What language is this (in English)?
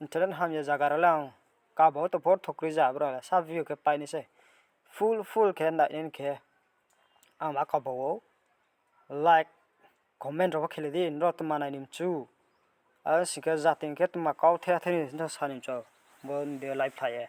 Riang (India)